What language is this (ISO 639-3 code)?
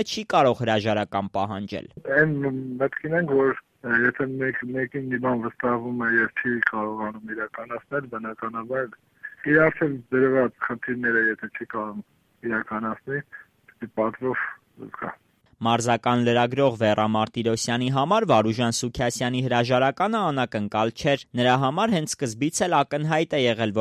hye